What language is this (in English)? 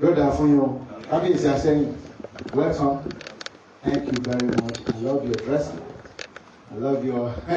Yoruba